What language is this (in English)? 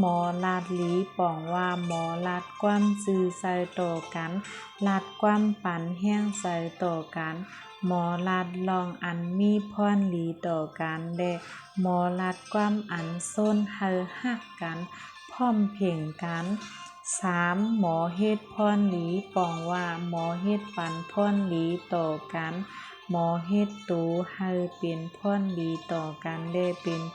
Shan